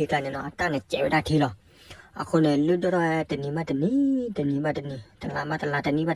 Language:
S'gaw Karen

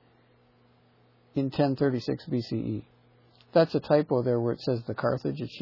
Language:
English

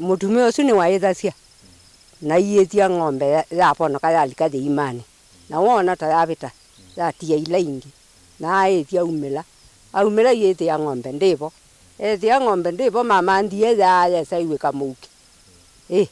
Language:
Kamba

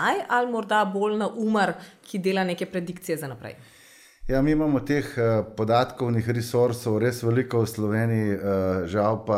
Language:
Slovenian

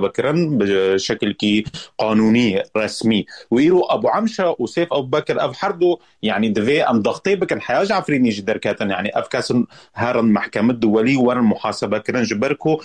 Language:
Kurdish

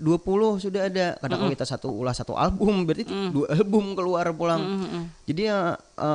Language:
Banjar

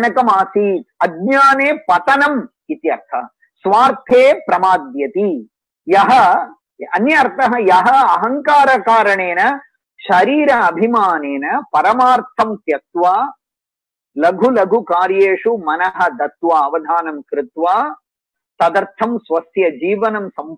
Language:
Sanskrit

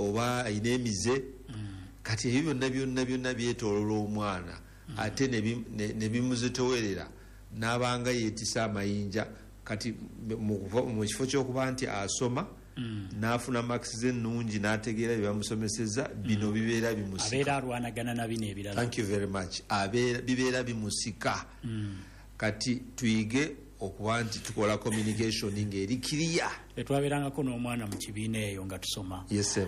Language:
Ganda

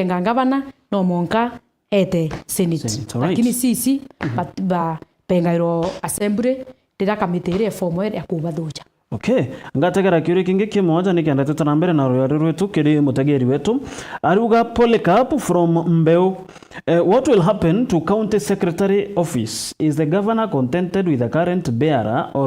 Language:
Meru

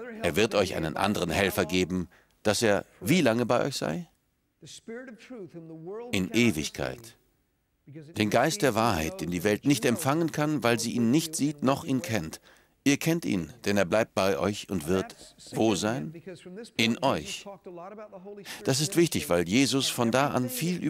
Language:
German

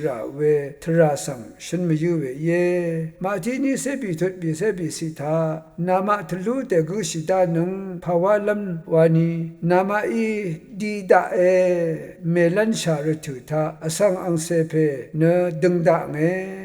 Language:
Rawang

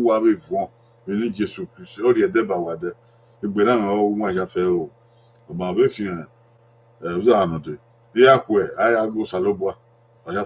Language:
Bini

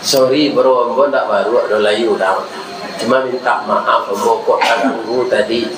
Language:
Minangkabau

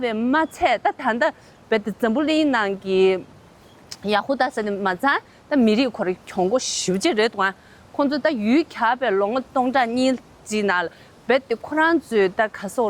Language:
Tibetan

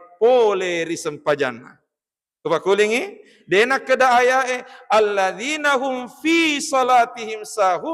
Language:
Buginese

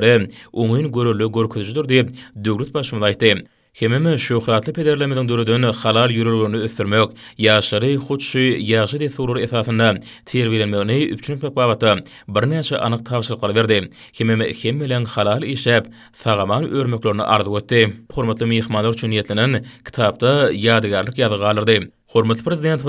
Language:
Turkmen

